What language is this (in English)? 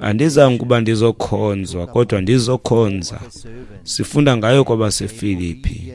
Xhosa